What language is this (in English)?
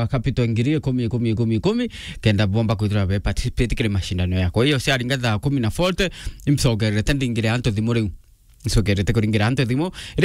Meru